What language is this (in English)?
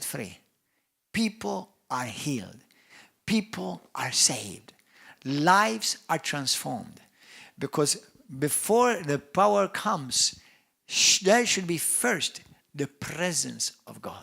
English